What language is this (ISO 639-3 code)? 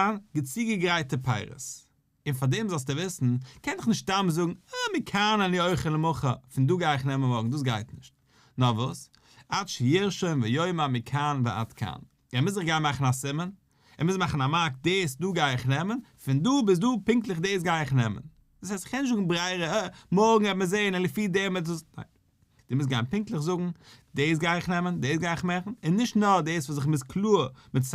yid